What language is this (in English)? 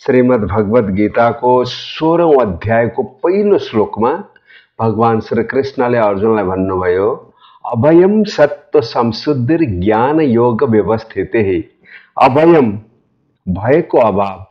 Nepali